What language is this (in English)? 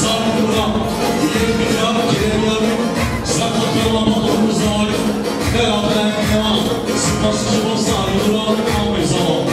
Kurdish